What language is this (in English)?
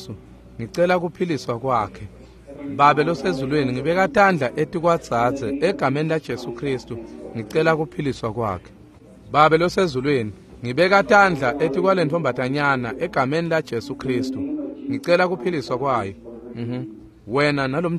Swati